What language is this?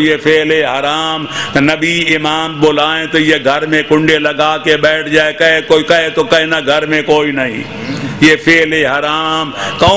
Urdu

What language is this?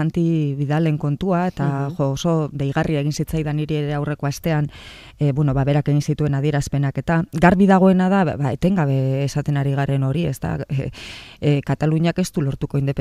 Basque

